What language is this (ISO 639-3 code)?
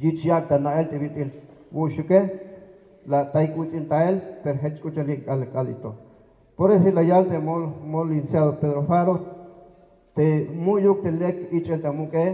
tzh